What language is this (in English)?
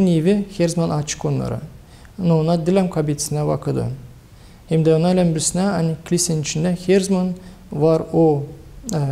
Gagauz